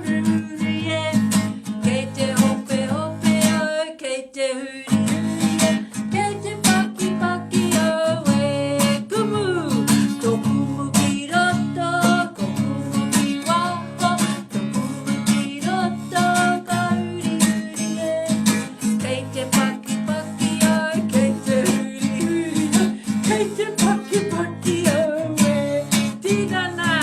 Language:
Māori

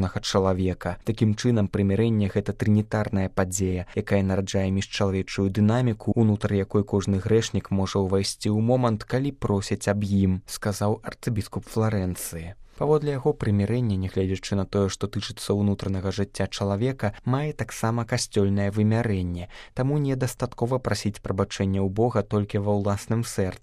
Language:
Belarusian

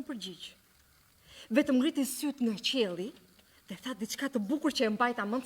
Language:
Albanian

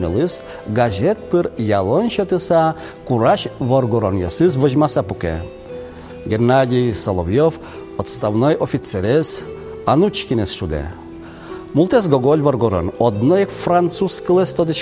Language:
Udmurt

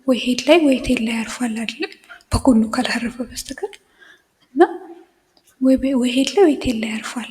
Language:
Amharic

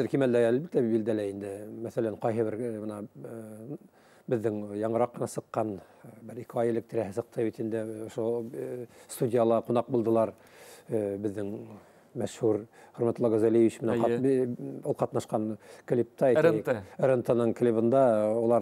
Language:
Bashkir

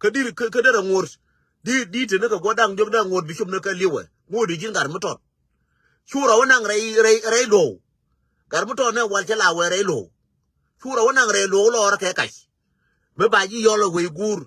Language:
Nuer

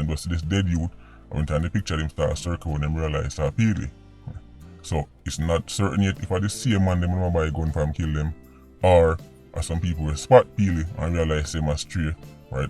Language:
Jamaican Creole English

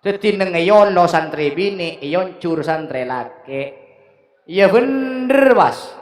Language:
Madurese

